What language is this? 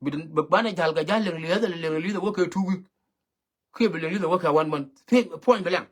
Nuer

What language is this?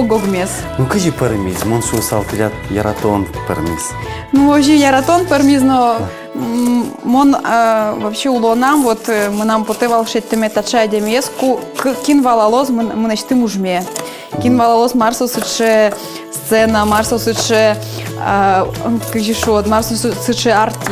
Udmurt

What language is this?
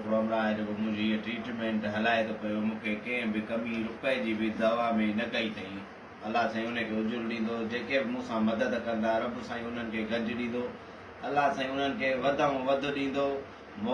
Sindhi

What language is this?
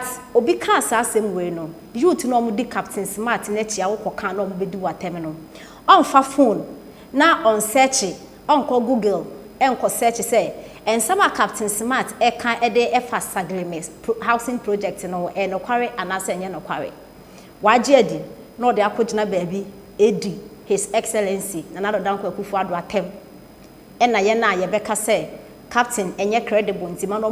Akan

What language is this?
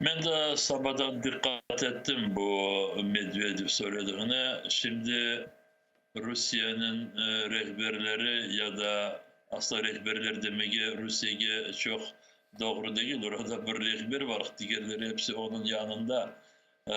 Crimean Tatar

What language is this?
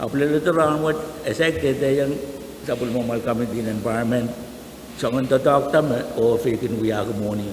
Pohnpeian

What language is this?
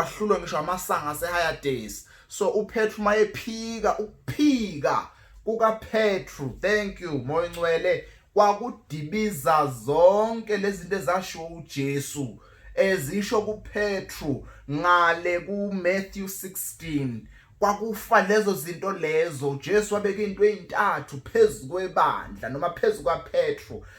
Zulu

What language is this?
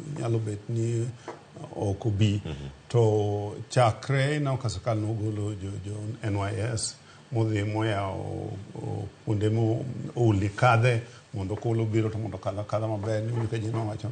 Luo (Kenya and Tanzania)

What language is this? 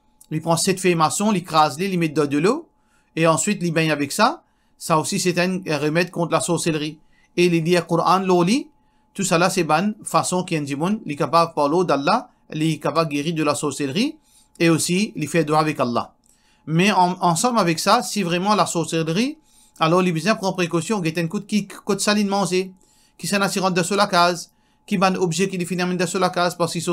Morisyen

